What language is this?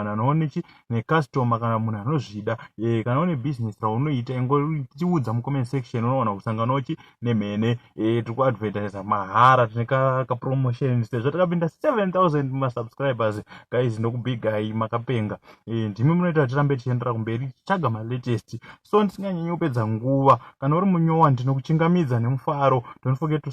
Shona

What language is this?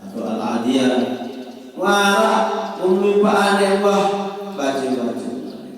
Sasak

